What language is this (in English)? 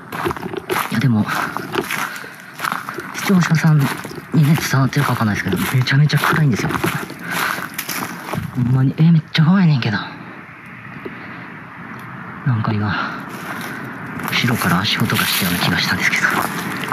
Japanese